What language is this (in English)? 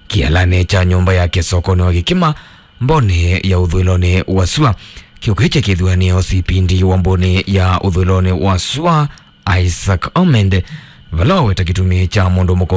Kamba